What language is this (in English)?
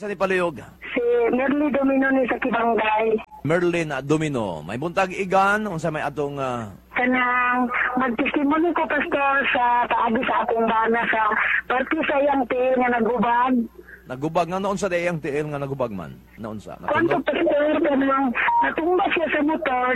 Cebuano